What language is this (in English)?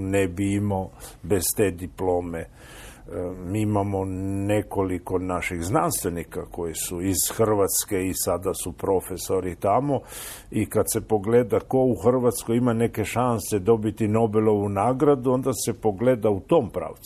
Croatian